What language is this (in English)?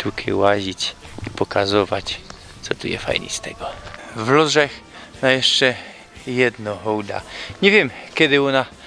Silesian